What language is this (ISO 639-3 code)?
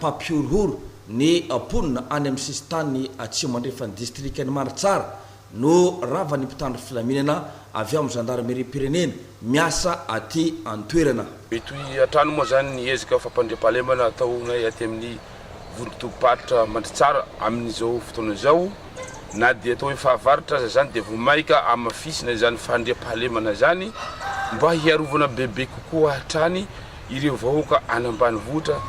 mlg